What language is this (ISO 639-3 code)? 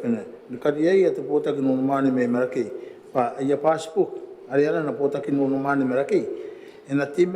gil